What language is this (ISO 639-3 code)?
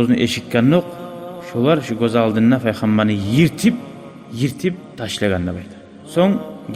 kum